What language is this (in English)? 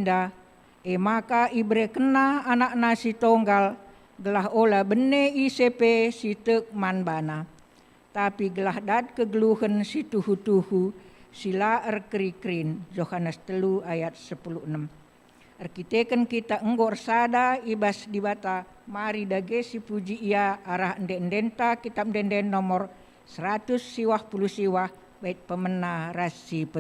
Batak Karo